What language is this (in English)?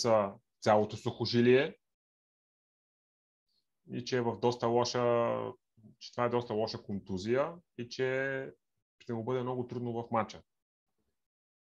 Bulgarian